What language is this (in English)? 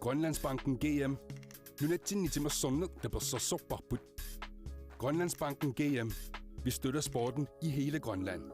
Kalaallisut